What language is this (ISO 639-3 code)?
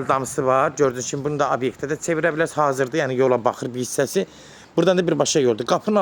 aze